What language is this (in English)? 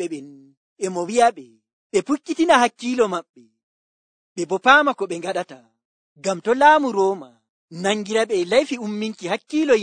Nigerian Fulfulde